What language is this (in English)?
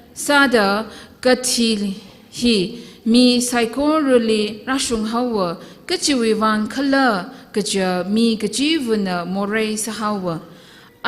Tangkhul Naga (India)